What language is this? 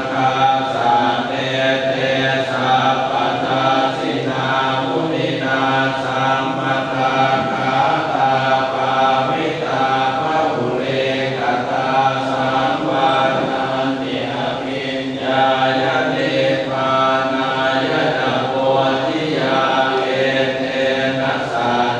Pali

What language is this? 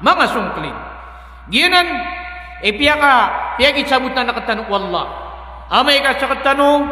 Maranao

